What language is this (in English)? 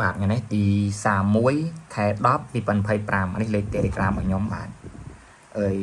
Khmer